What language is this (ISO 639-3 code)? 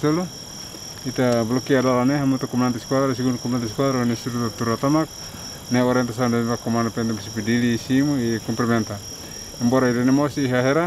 tet